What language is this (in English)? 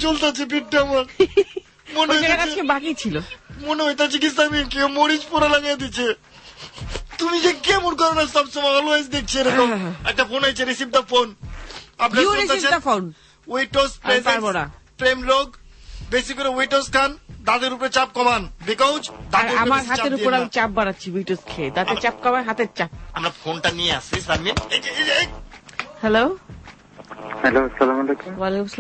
Bangla